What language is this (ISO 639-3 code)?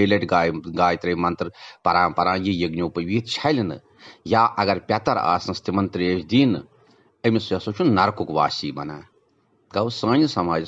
kas